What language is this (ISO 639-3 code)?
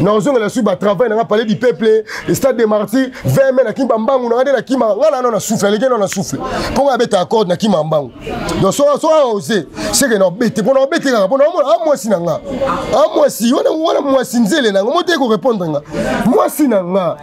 lin